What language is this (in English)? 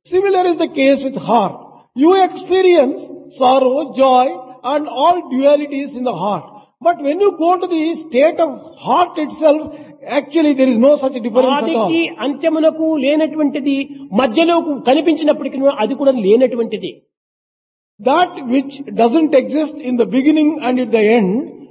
Telugu